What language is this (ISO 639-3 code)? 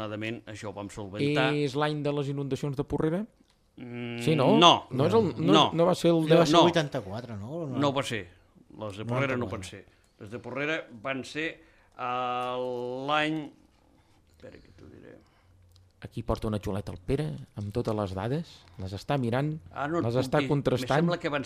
cat